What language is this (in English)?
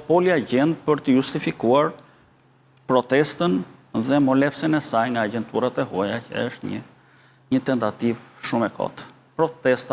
Albanian